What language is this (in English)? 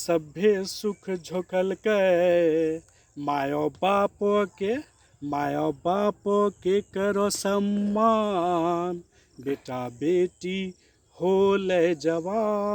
Angika